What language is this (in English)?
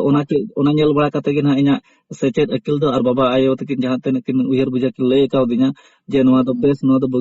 Santali